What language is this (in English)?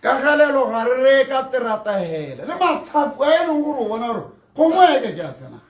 Tswana